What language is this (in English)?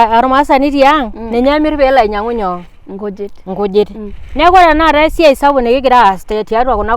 Masai